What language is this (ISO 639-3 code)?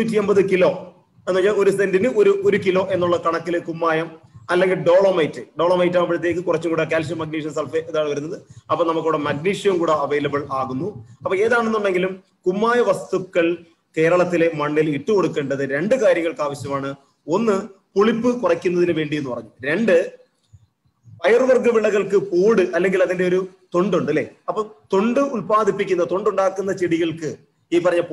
mal